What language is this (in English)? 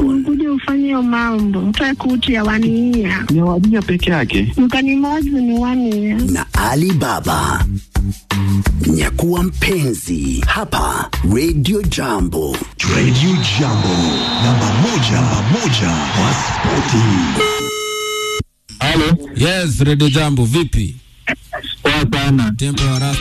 Swahili